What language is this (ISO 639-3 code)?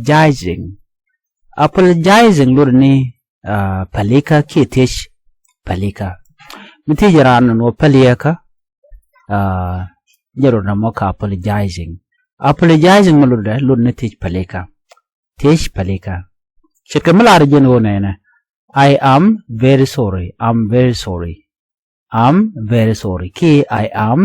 nus